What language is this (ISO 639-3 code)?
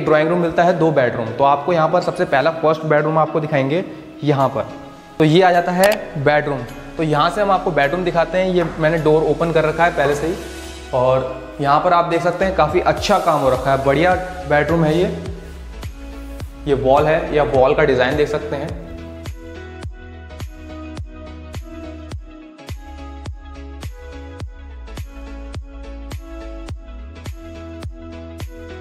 hin